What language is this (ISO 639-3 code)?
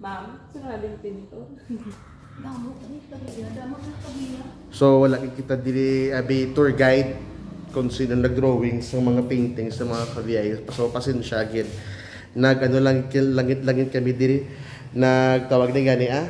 hil